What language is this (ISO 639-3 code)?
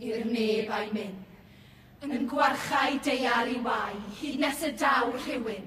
cym